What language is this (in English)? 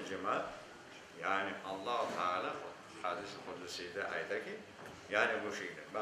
Crimean Tatar